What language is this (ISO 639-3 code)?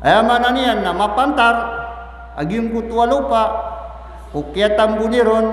mrw